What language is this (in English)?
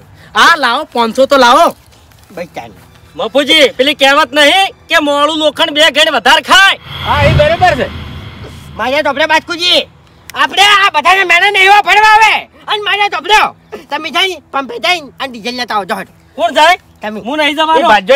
Gujarati